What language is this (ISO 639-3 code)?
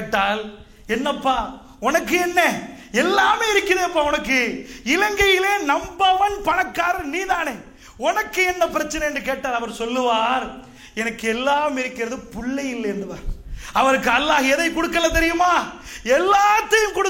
tam